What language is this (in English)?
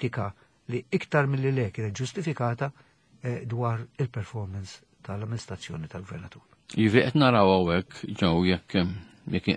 Maltese